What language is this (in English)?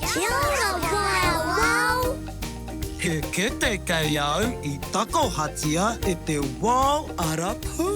Māori